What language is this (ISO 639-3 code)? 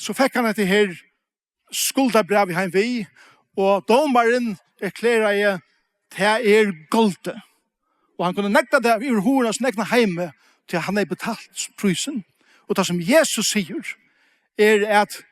fao